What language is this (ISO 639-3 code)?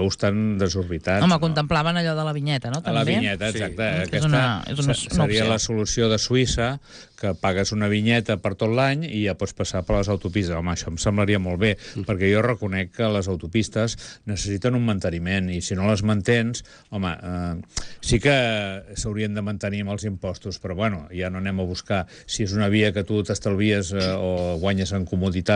cat